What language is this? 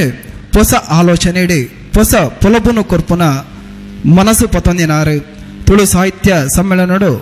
Tulu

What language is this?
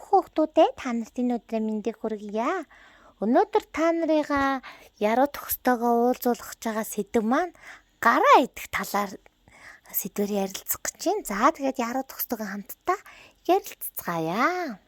Mongolian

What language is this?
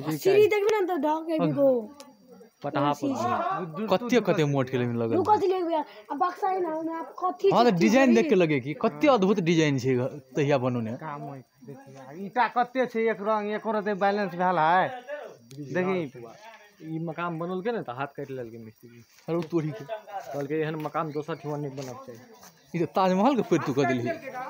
Maithili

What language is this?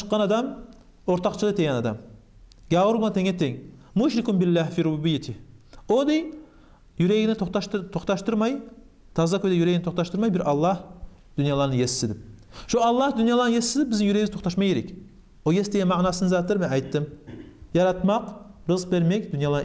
Kumyk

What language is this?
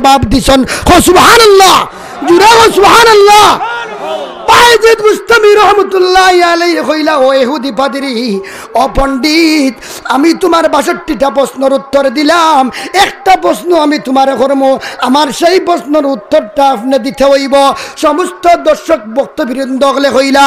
Sylheti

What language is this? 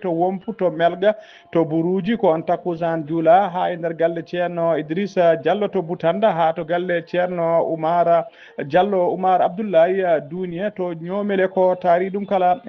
Fula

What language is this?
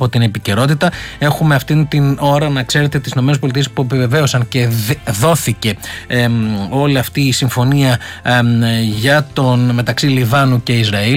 Greek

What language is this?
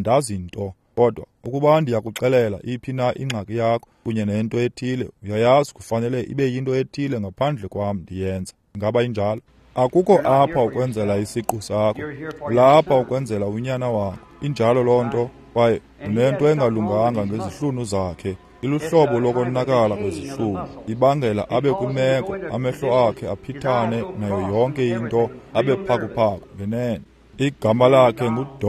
Xhosa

